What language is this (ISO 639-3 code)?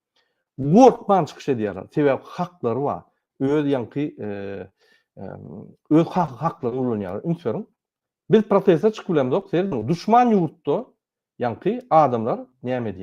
tuk